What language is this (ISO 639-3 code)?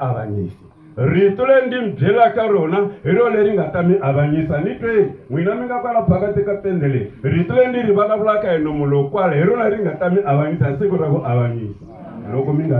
tso